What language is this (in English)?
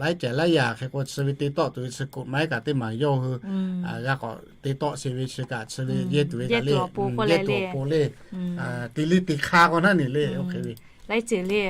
Lahu